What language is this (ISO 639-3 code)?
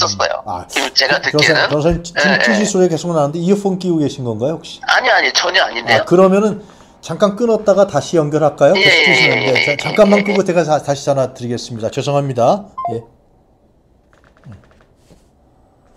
kor